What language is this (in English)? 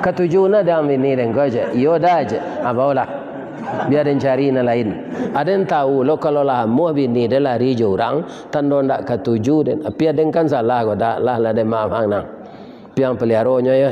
Minangkabau